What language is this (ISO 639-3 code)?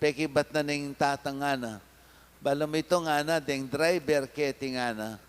pam